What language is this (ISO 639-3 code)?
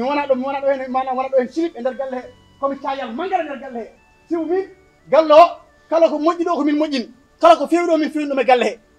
ful